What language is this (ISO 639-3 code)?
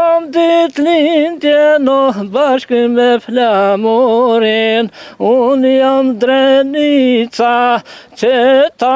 sqi